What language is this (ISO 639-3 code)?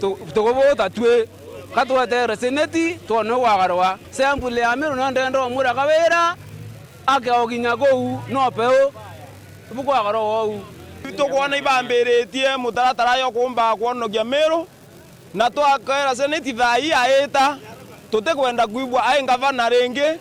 mer